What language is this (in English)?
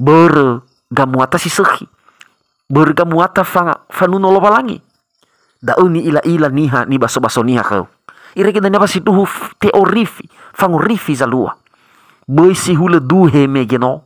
Nias